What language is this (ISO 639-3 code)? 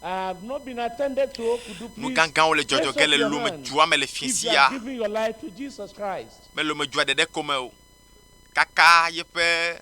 ewe